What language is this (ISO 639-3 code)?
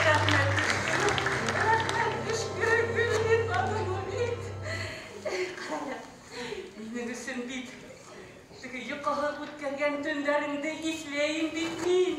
bak